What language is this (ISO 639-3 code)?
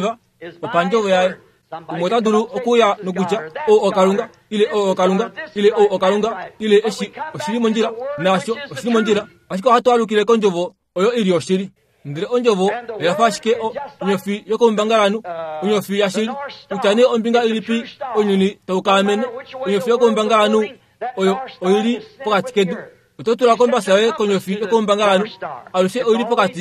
kua